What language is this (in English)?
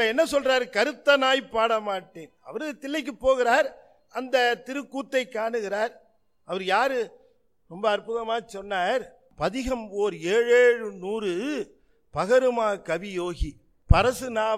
Tamil